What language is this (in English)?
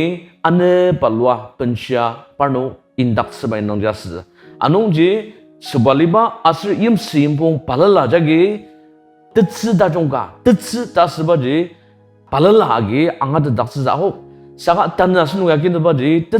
Ao Naga